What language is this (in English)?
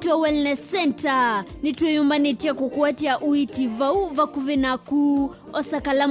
Kamba